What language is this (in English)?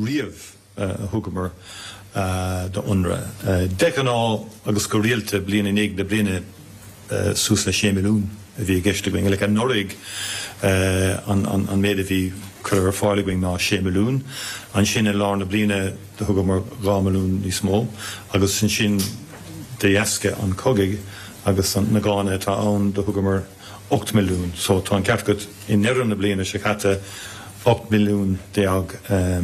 Irish